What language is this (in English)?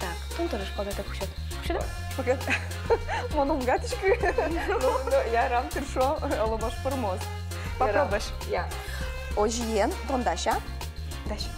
Udmurt